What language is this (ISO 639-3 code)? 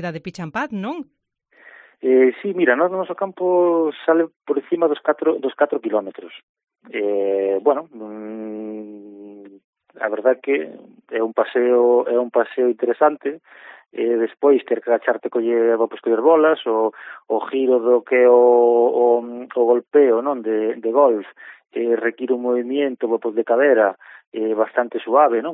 glg